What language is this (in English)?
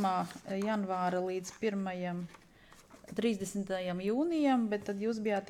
Latvian